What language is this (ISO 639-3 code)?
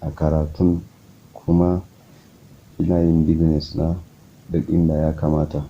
hau